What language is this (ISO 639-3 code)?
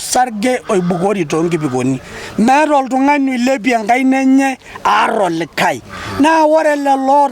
mas